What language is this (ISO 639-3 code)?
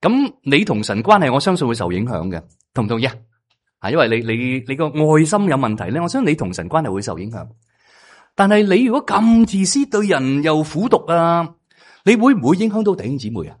yue